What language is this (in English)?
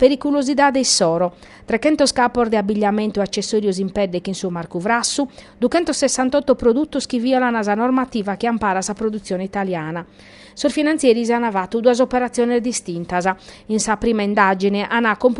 Sardinian